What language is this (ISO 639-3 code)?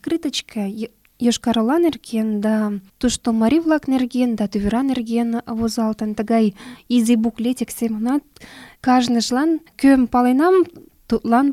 chm